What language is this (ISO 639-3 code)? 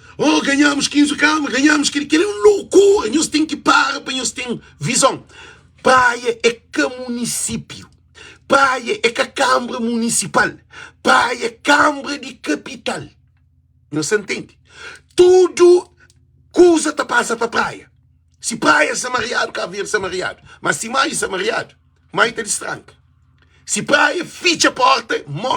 kea